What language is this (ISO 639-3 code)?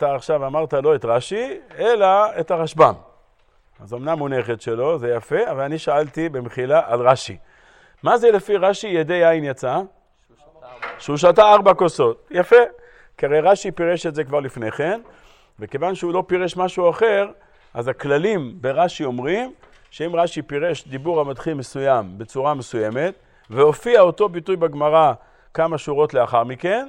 heb